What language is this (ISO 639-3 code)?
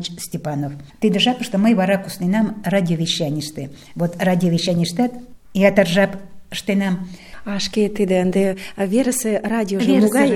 chm